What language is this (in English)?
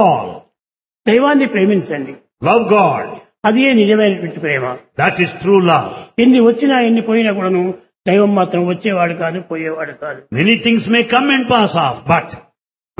Telugu